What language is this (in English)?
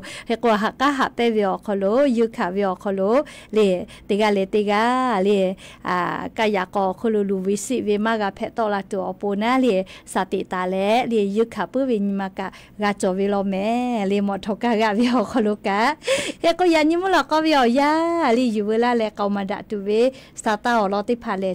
Lahu